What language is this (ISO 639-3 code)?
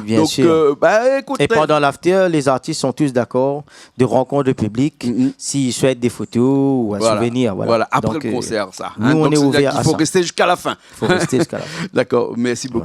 rcf